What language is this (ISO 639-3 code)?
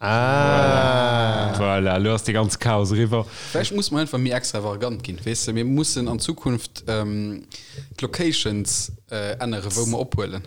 ltz